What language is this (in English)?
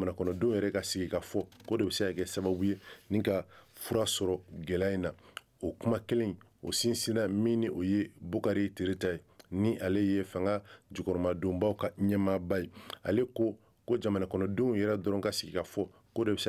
Bambara